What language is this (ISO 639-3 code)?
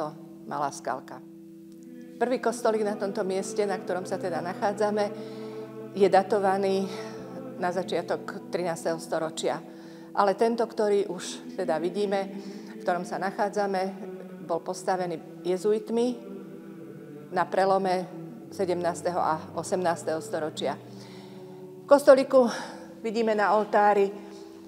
slk